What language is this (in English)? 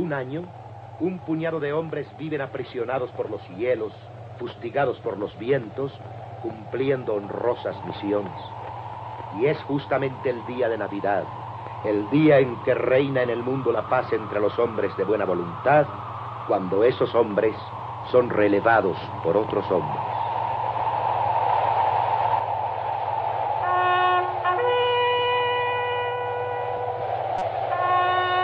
Spanish